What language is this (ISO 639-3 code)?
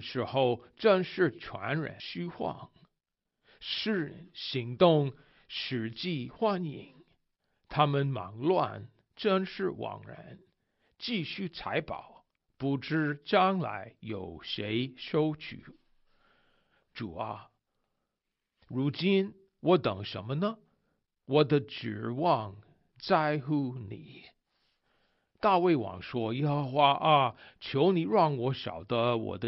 zho